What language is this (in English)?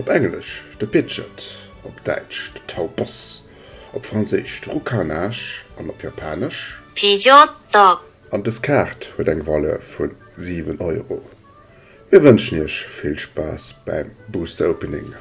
Luxembourgish